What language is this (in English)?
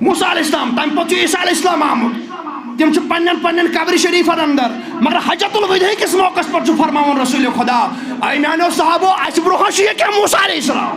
Kashmiri